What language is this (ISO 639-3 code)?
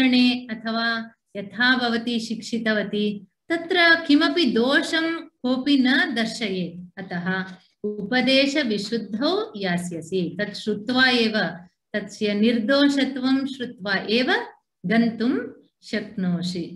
san